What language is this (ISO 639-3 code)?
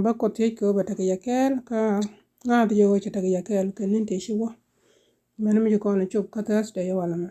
nus